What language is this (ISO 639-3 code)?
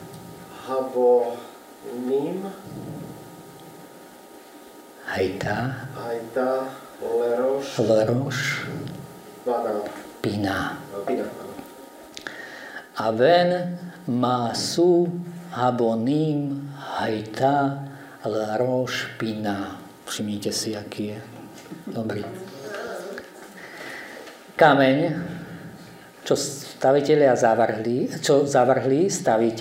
slk